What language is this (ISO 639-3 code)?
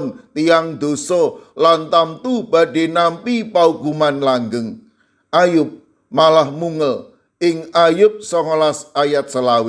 jav